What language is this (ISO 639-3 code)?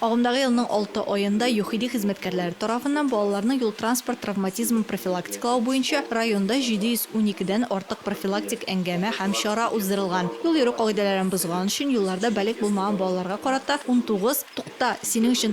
tat